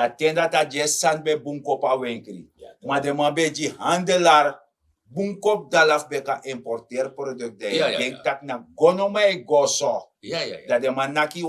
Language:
Sranan Tongo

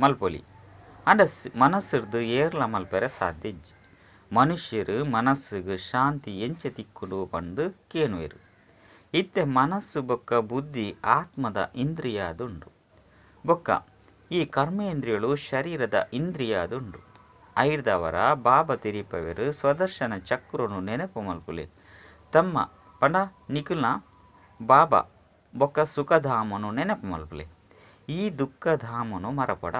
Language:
Tulu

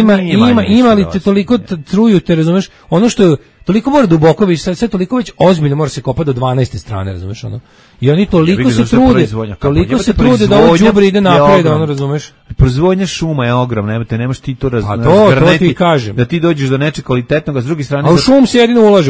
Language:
Serbian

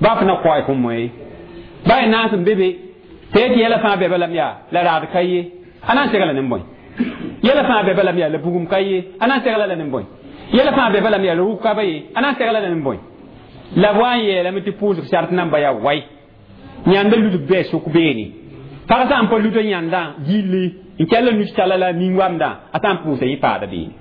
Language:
Mossi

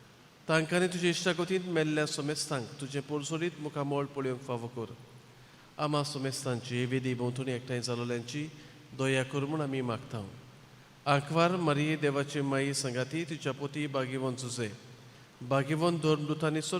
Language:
Konkani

